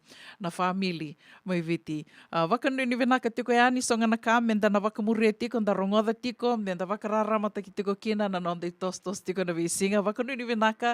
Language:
Fijian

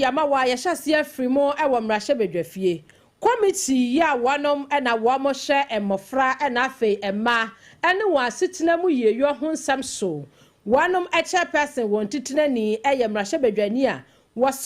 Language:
Akan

